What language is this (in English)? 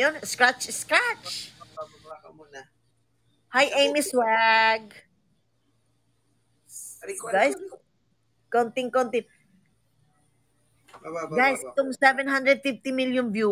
Filipino